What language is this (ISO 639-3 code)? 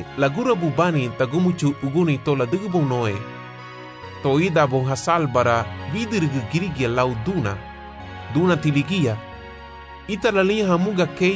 cab